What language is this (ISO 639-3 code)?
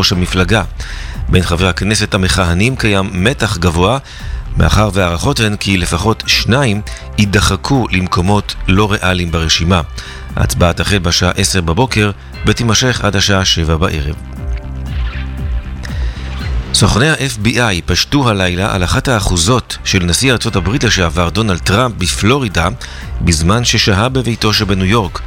heb